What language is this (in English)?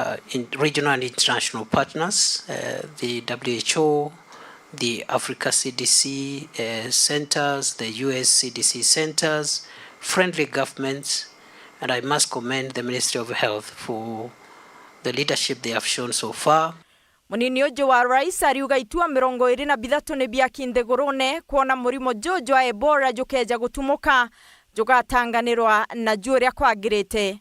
Meru